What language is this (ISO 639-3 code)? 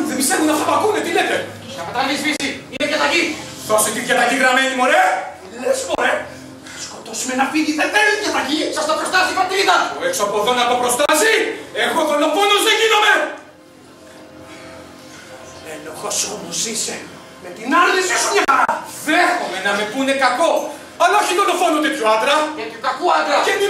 ell